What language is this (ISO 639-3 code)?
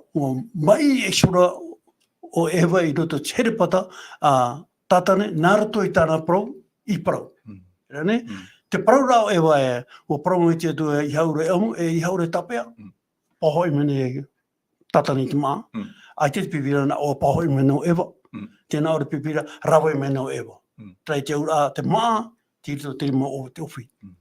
tah